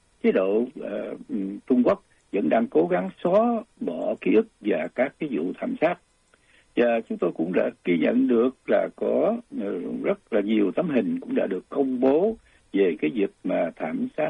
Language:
Vietnamese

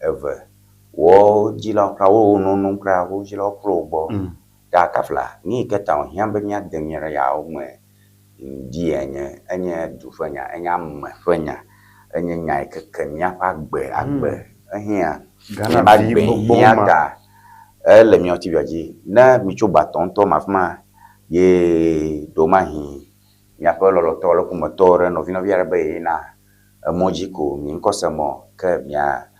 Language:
Ewe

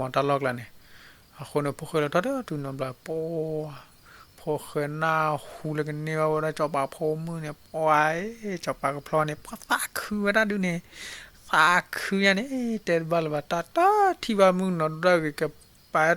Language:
S'gaw Karen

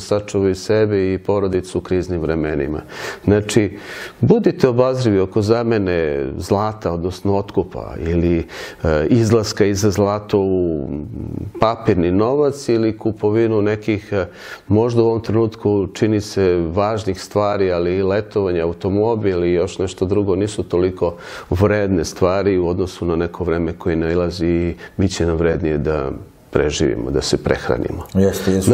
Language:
Serbian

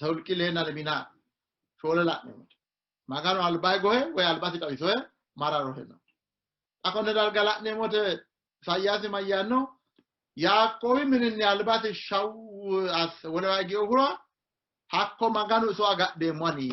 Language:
Sidamo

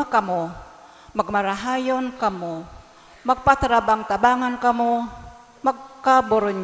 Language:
Bikol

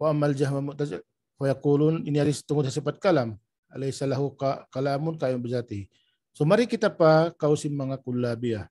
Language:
Tausug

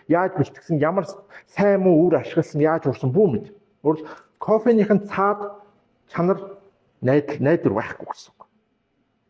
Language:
Mongolian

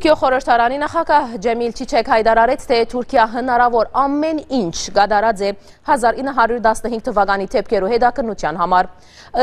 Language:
Western Armenian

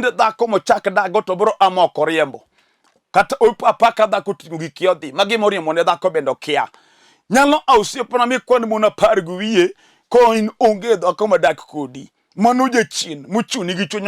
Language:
Luo (Kenya and Tanzania)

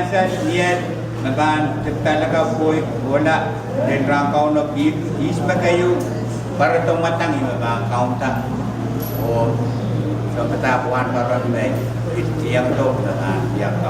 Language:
Pohnpeian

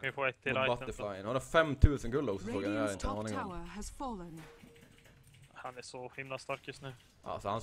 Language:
Swedish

